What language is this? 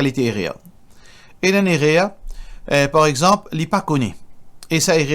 Morisyen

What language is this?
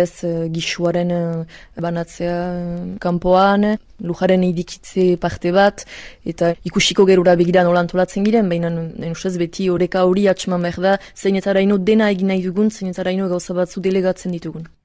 Basque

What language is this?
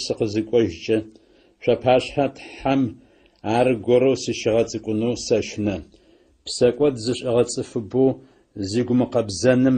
Adyghe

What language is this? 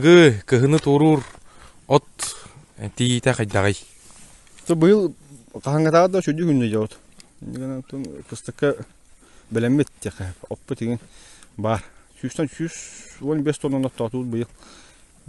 Yakut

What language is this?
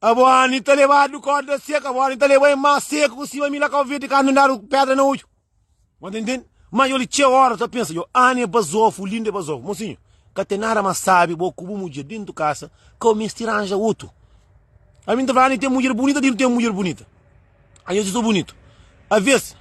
Kabuverdianu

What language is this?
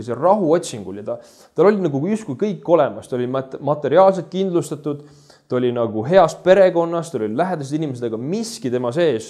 Estonian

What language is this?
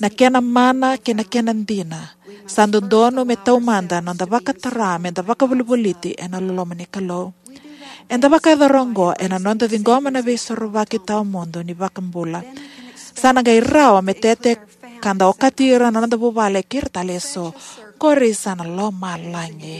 Fijian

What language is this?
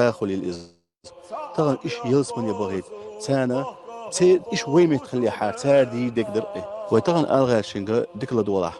Chechen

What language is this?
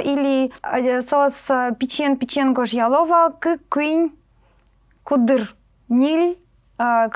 Udmurt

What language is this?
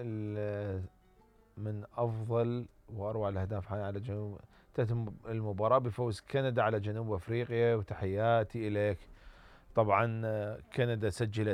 Mesopotamian Arabic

